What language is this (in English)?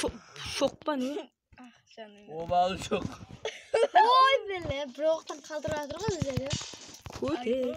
Kara-Kalpak